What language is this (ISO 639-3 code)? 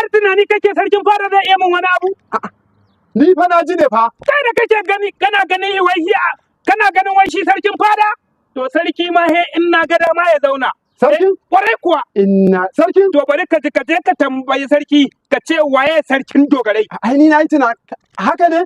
hau